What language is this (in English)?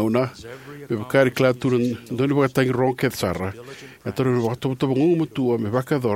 Fijian